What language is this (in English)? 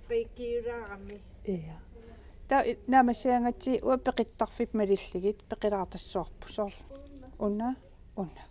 Kalaallisut